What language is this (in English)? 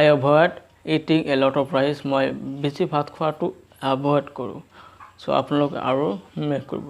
Assamese